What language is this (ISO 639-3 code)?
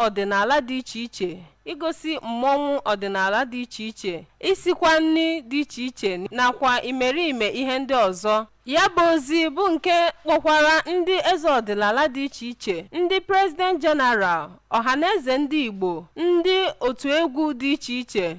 ibo